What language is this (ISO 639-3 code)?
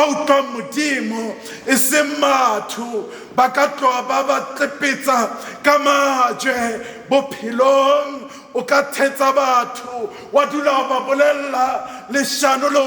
sot